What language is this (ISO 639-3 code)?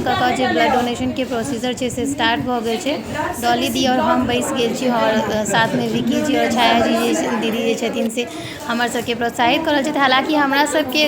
mai